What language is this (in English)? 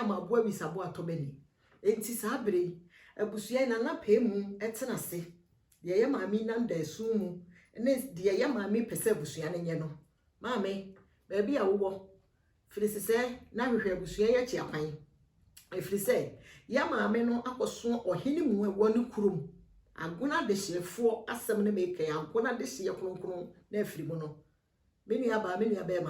Akan